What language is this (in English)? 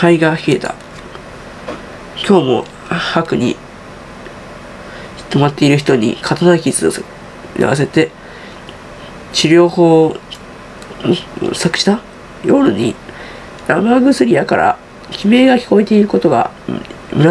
Japanese